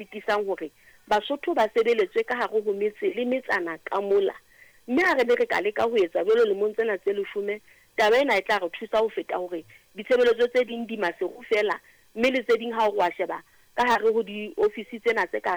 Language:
Southern Sotho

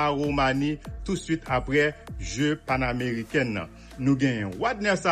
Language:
Haitian Creole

